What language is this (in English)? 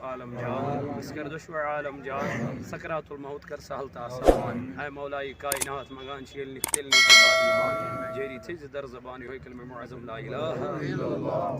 Kashmiri